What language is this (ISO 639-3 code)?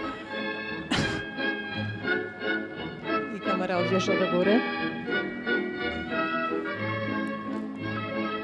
pol